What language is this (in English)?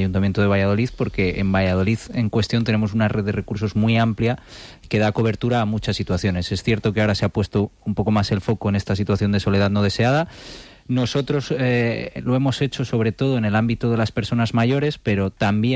Spanish